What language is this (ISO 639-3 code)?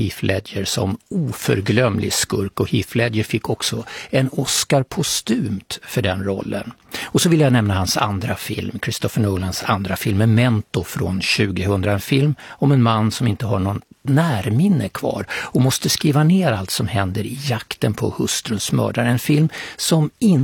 swe